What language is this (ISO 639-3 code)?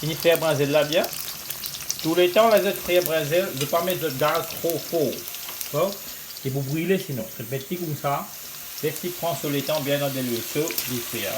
mfe